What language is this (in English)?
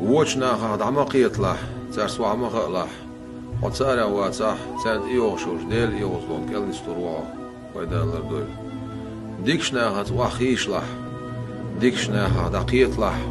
Chechen